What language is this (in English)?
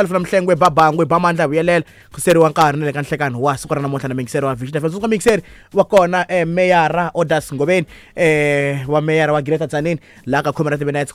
Tsonga